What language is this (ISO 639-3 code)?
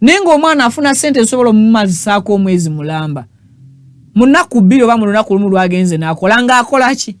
lug